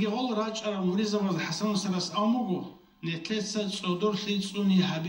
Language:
Avaric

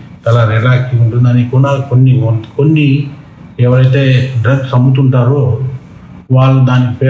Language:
Telugu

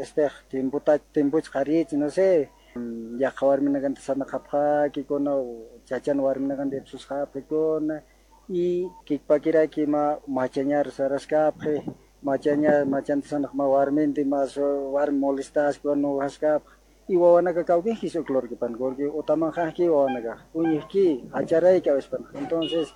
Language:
South Bolivian Quechua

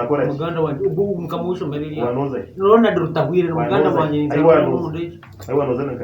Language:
Nyankole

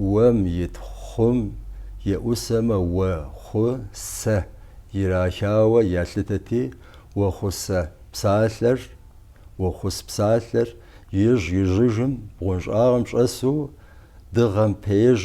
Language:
Kabardian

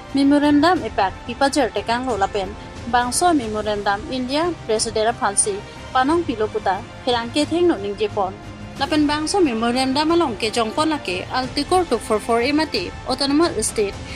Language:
Karbi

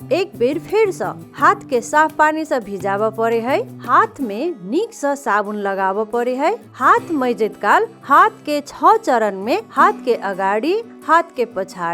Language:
Maithili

